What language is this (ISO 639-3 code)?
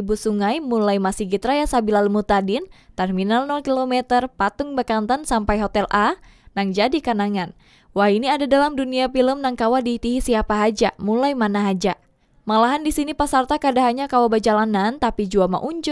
bjn